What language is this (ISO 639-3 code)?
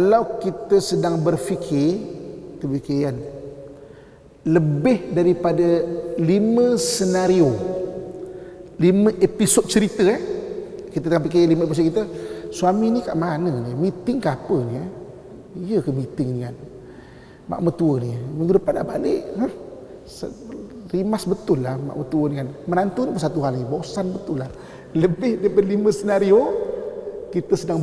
msa